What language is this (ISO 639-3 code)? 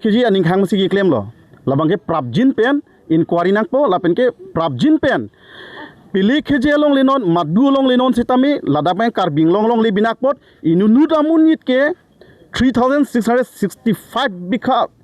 mjw